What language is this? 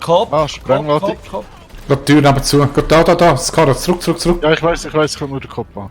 Swiss German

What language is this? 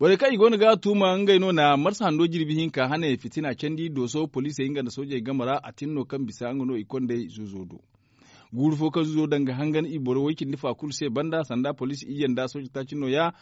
Zarma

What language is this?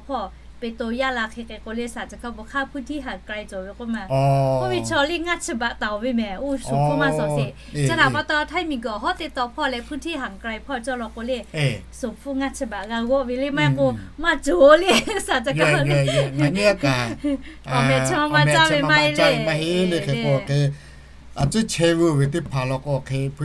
Lahu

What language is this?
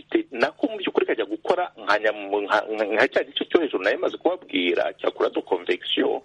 Kinyarwanda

